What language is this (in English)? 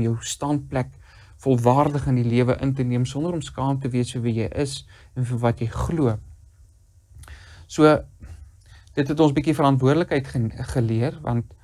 Afrikaans